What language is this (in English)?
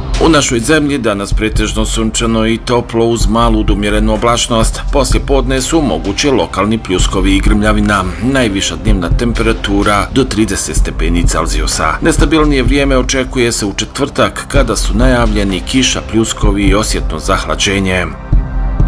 Bosnian